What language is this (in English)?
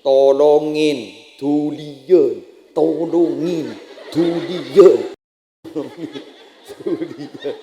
Madurese